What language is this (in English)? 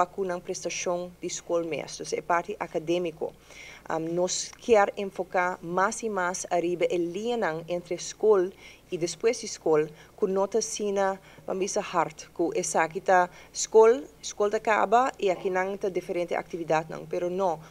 Papiamento